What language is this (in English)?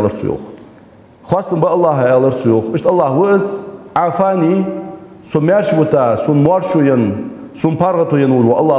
Ingush